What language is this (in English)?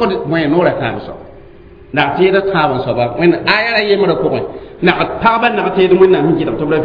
Mossi